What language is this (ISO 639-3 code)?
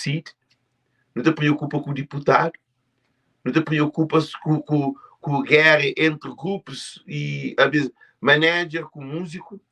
kea